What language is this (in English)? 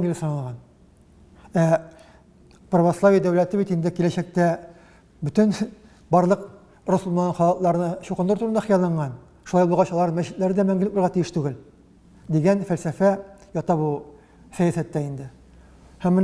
Tatar